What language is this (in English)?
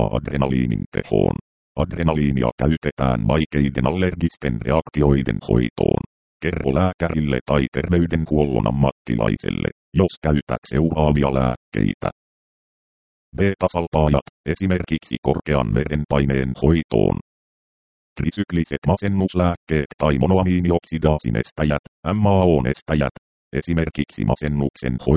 Finnish